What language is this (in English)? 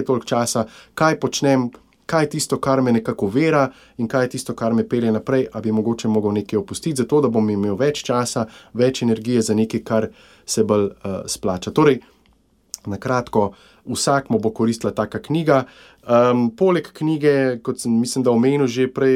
Slovenian